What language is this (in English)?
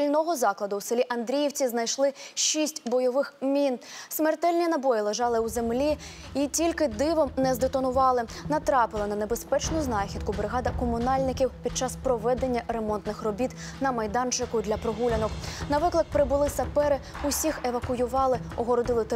Ukrainian